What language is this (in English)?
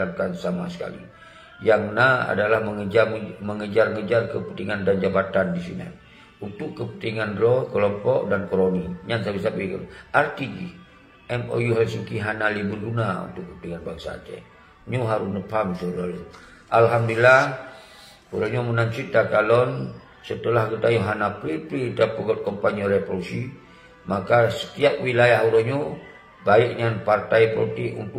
Achinese